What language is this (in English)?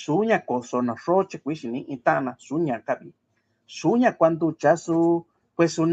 Mixtepec Mixtec